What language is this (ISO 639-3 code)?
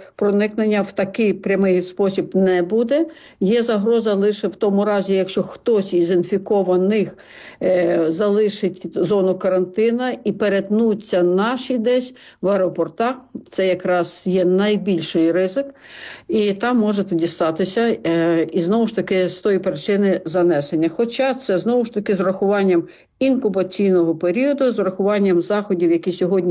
ukr